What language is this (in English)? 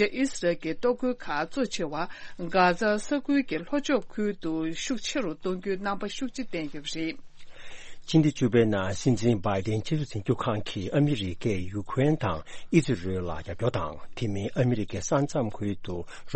Tibetan